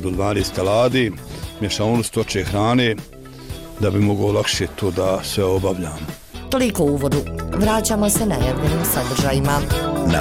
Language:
Bosnian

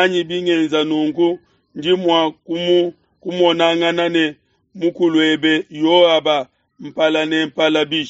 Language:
Luba-Lulua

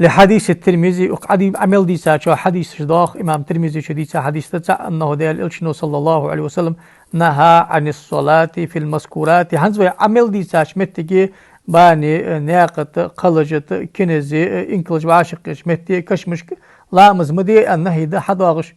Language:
Ingush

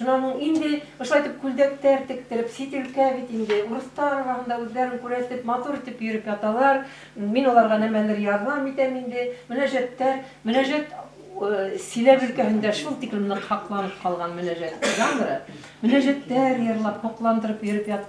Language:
Bashkir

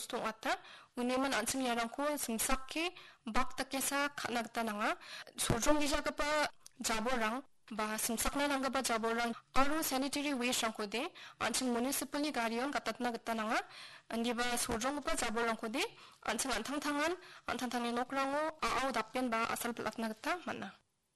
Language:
Garo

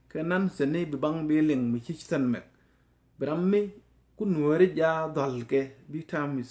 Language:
Nuer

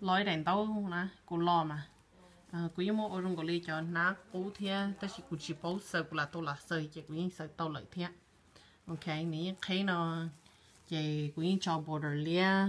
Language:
Hmong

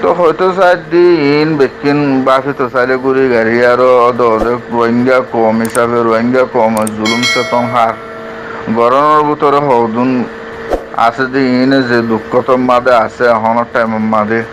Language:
Rohingya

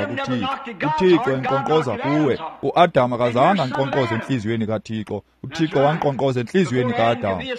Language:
Xhosa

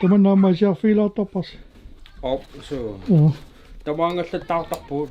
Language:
Kalaallisut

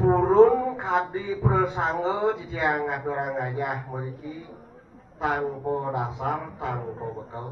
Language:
Balinese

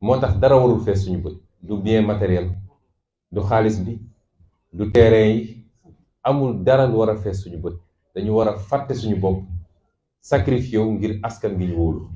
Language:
Wolof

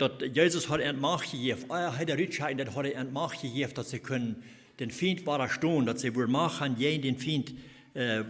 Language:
Plautdietsch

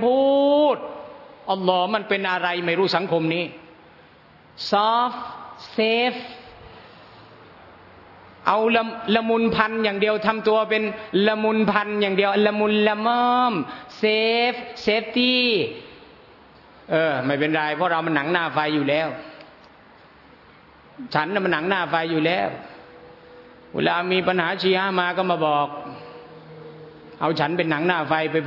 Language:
Thai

